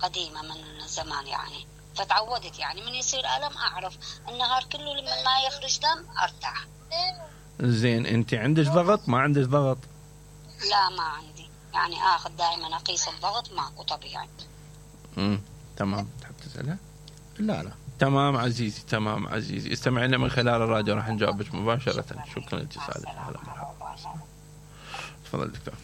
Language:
Mesopotamian Arabic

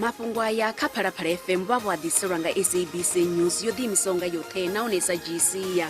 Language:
Venda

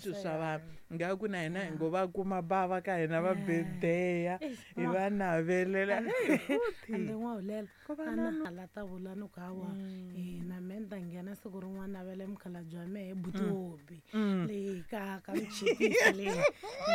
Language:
Tsonga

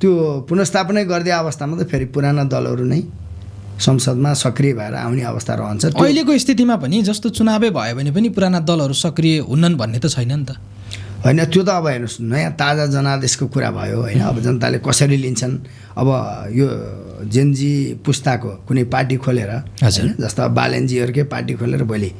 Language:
Nepali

